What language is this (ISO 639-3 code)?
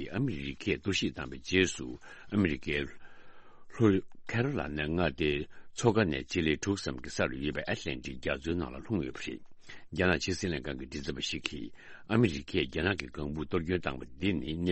bod